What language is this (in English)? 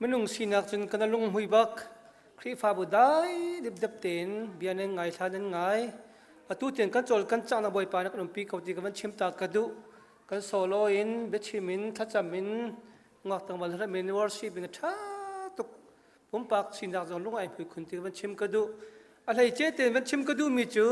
Hakha Chin